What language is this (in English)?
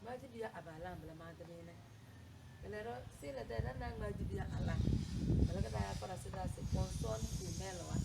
Tem